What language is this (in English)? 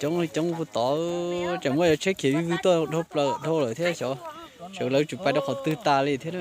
Hmong